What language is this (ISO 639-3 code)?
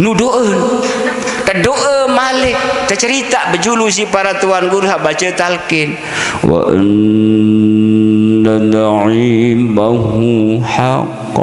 sas